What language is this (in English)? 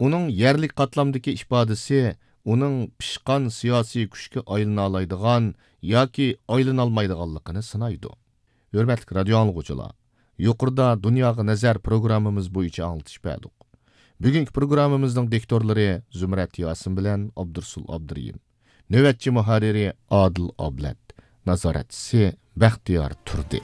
Uyghur